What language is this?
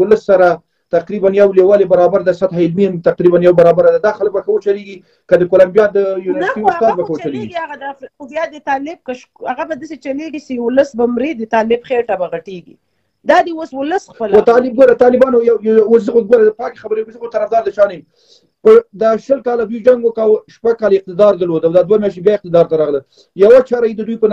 Pashto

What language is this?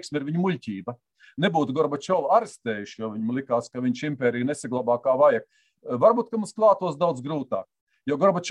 Latvian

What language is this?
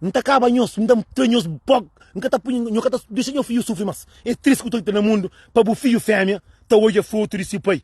Kabuverdianu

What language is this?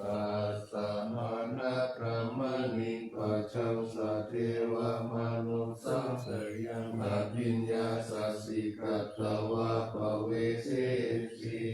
Pali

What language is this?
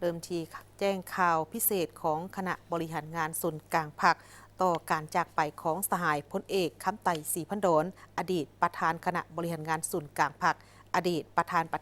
Lao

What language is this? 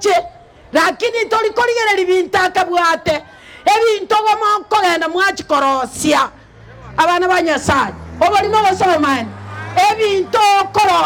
Gusii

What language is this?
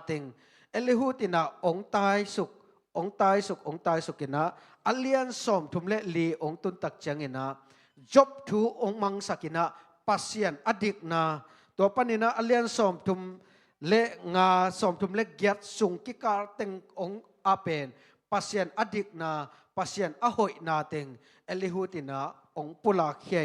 Tedim Chin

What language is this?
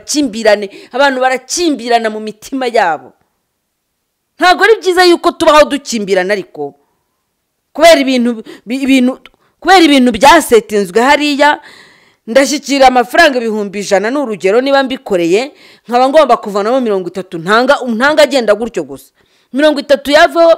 Kinyarwanda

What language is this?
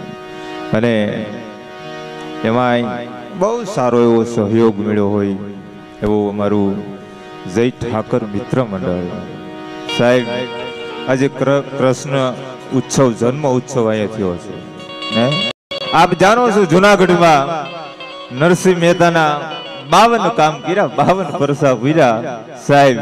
Gujarati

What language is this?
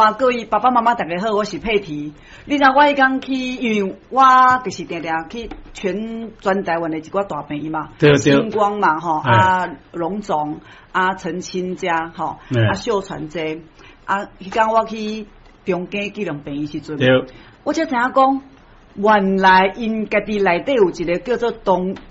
Min Nan Chinese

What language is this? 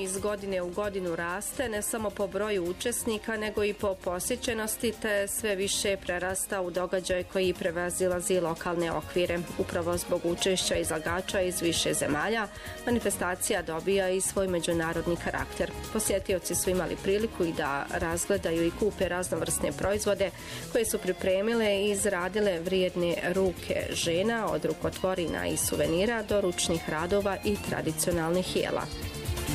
Bosnian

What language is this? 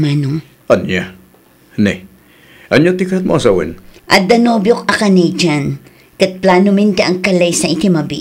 Iloko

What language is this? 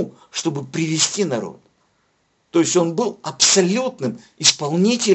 Russian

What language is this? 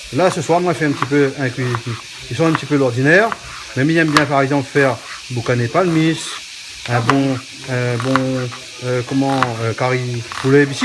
Réunion Creole French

